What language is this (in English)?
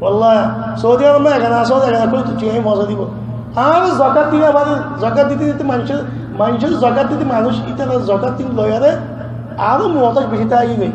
Rohingya